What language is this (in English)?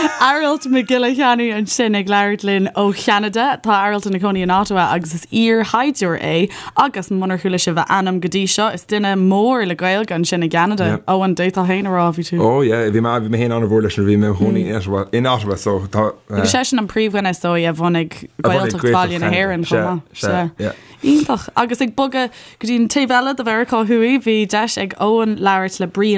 Irish